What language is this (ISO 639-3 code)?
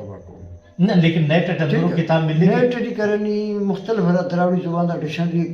brh